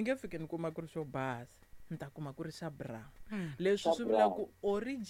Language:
Tsonga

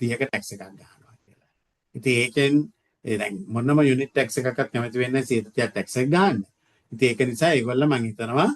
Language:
Sinhala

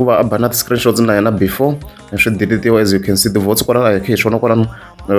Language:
Tsonga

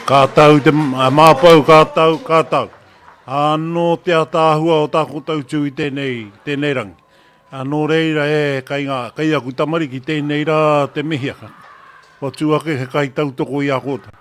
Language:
Māori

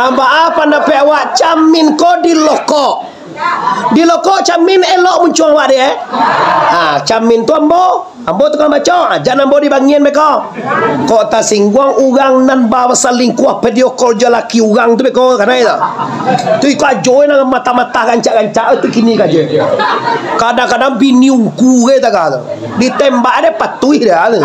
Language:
Minangkabau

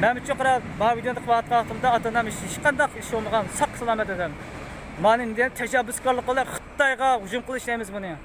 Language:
Uyghur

